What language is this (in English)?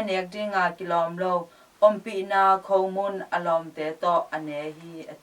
Tedim Chin